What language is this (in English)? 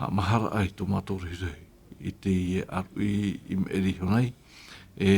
Tahitian